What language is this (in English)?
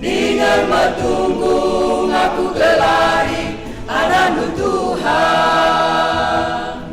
Batak Karo